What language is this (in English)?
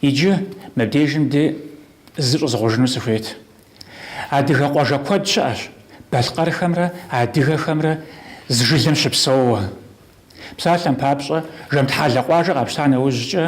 Kabardian